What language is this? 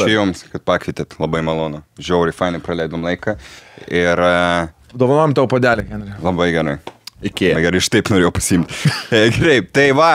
Lithuanian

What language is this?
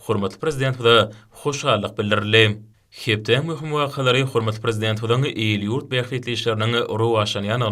Turkmen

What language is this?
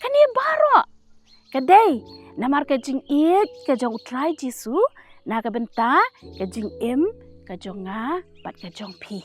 Khasi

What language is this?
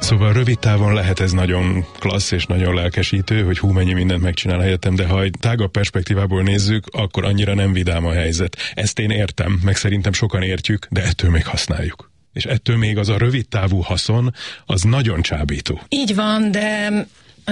Hungarian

